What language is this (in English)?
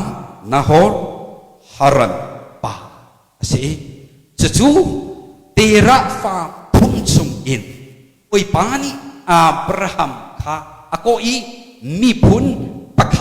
Hakha Chin